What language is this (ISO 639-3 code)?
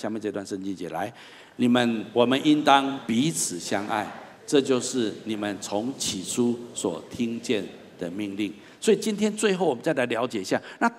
zho